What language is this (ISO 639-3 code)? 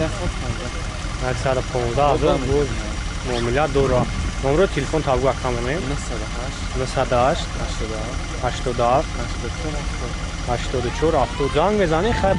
tgk